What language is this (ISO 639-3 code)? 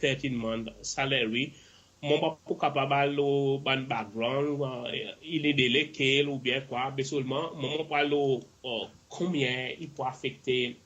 crs